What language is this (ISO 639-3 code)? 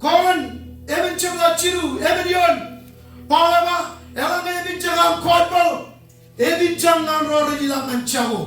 mah